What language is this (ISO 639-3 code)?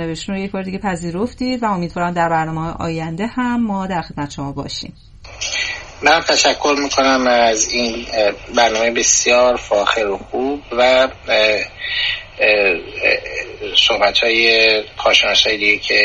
fas